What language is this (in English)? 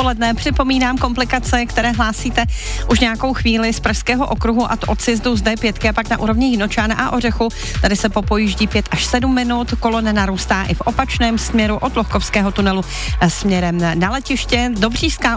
Czech